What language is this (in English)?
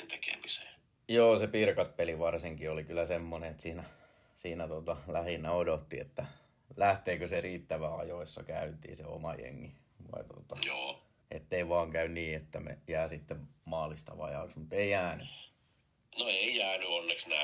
Finnish